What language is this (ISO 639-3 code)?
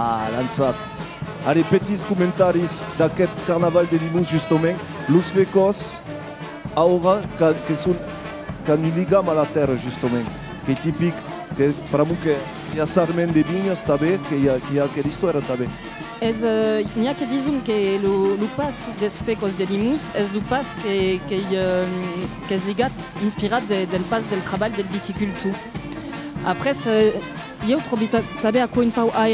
oci